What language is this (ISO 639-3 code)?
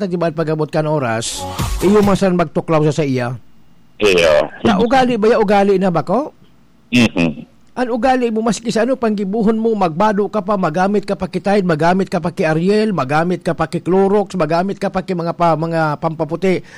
bik